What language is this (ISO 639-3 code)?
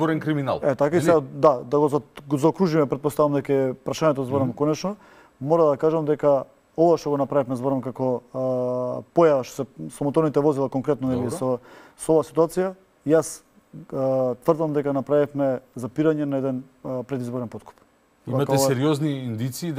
mkd